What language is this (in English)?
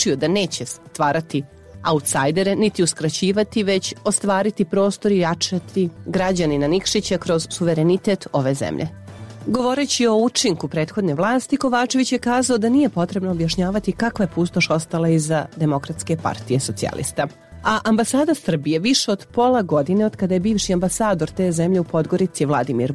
Serbian